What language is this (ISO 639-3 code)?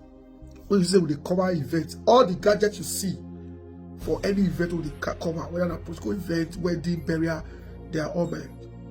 pcm